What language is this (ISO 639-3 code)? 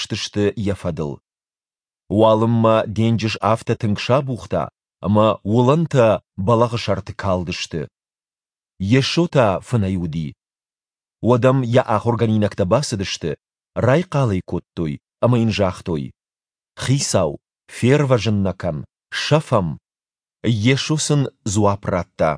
oss